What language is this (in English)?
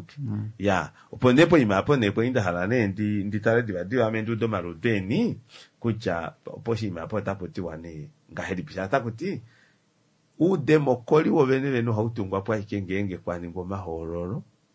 Kuanyama